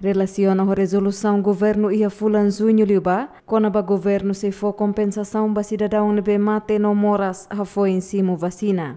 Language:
Tetum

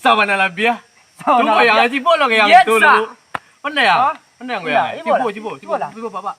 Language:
Minangkabau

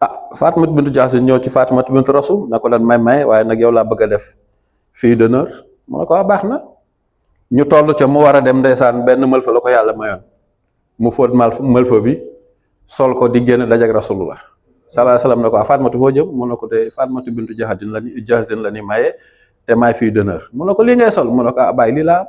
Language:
Wolof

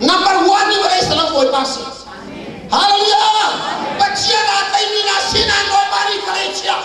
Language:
Hakha Chin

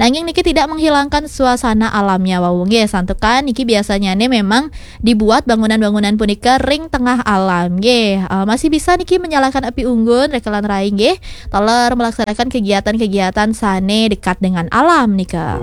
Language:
Balinese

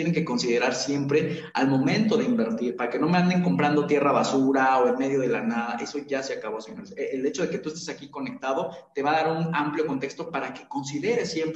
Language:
Spanish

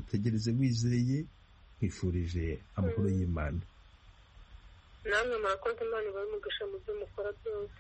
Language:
Kinyarwanda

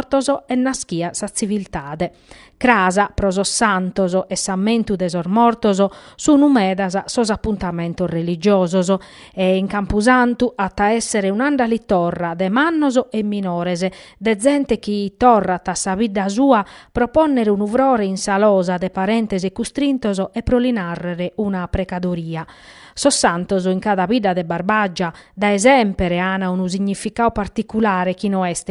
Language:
Sardinian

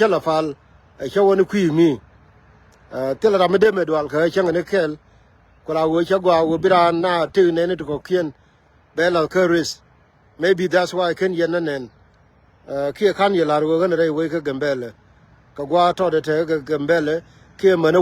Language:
Nuer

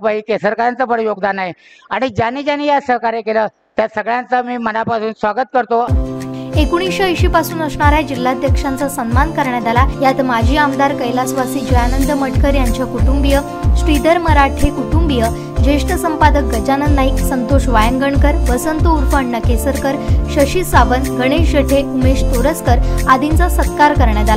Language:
Marathi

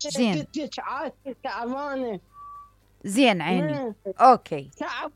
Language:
Mesopotamian Arabic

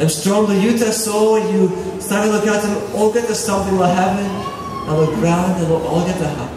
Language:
Tok Pisin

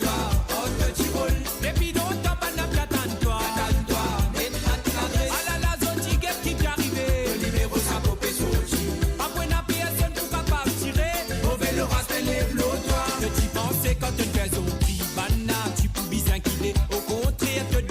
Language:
Morisyen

